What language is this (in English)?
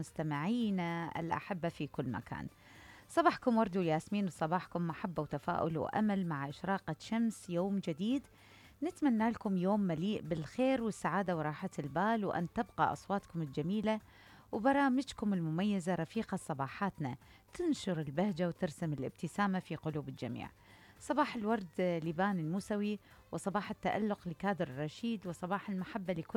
Mesopotamian Arabic